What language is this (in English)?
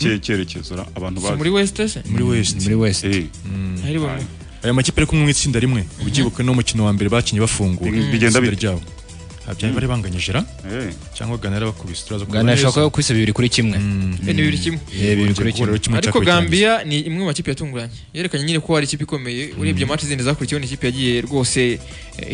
Kinyarwanda